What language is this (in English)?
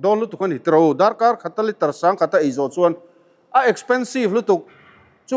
Mizo